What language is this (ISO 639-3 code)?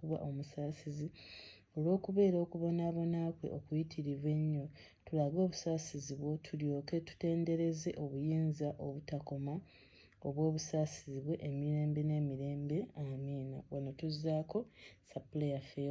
lug